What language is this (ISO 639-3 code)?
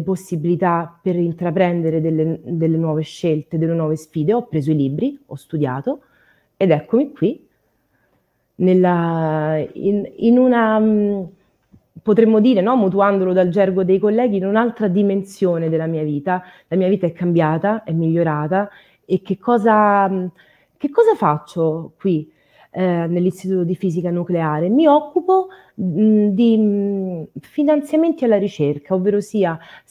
ita